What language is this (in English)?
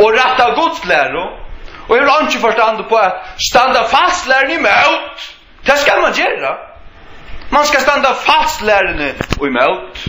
Faroese